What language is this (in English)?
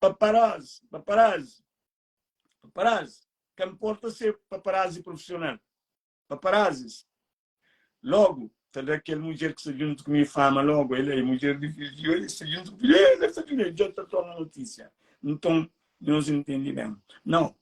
Kabuverdianu